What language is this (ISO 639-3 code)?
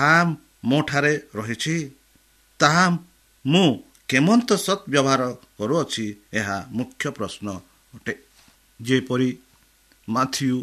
ori